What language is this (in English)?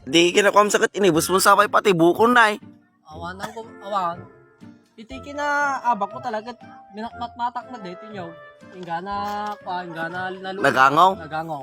Iloko